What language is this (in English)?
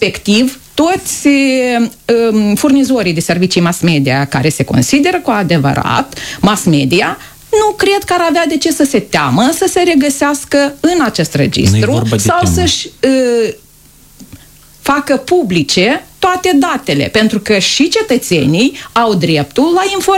Romanian